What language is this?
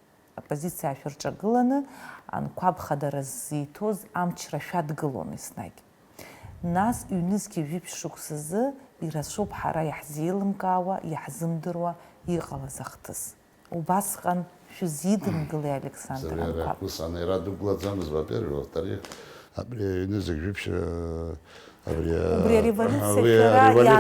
Abkhazian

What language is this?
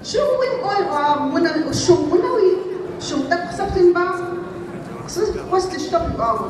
Adyghe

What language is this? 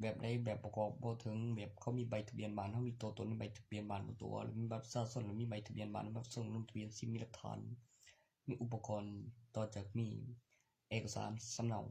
Northeastern Thai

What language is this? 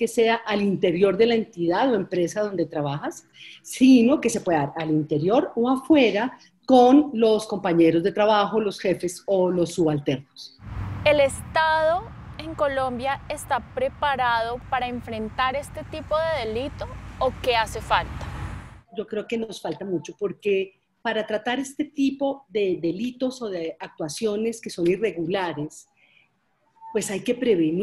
Spanish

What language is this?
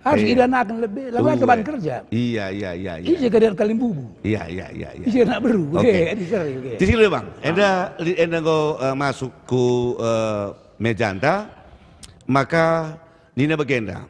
Batak Karo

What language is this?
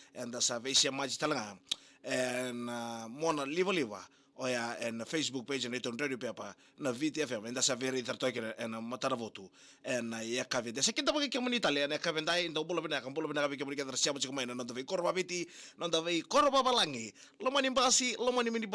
Fijian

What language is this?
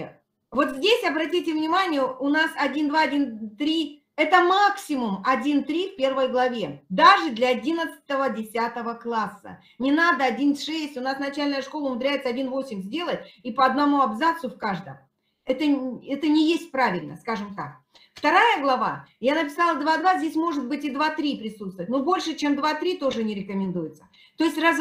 Russian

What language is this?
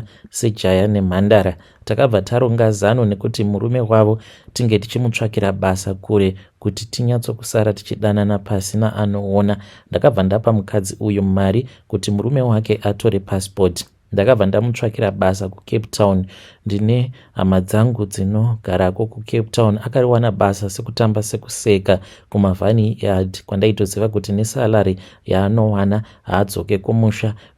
Shona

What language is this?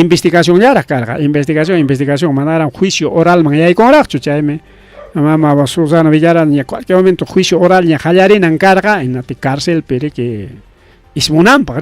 Ayacucho Quechua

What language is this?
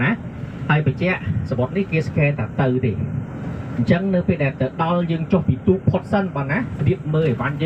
Khmer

